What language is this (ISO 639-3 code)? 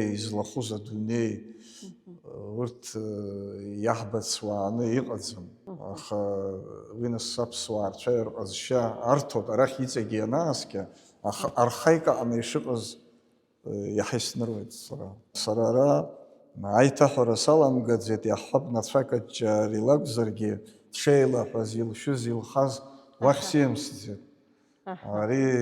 abk